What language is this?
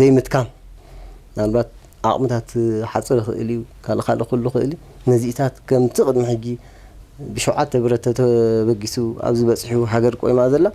Tigrinya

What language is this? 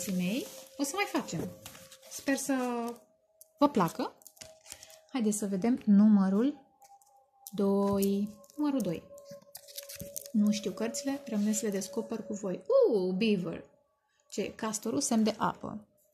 Romanian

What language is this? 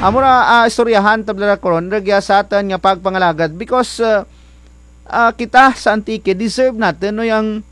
Kinaray-a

